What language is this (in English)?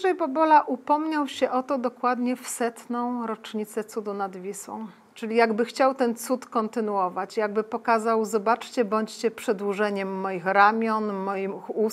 Polish